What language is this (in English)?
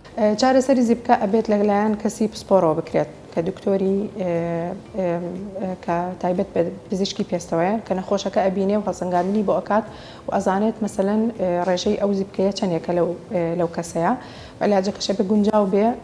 Central Kurdish